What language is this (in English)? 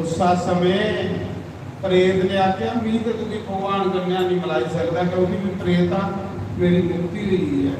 Dogri